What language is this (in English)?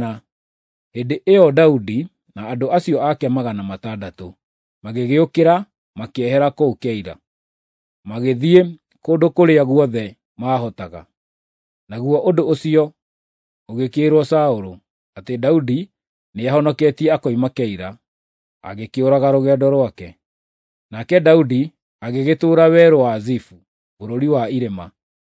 Kikuyu